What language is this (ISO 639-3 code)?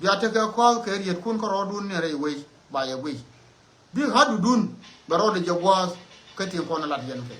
nus